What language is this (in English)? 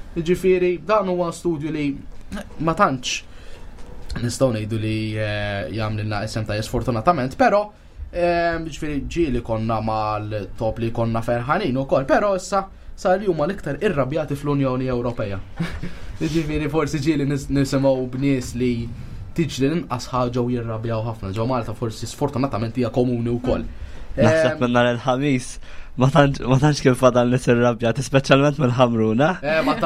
Maltese